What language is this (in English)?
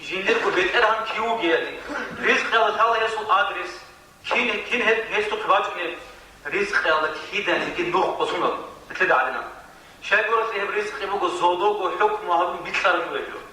Avaric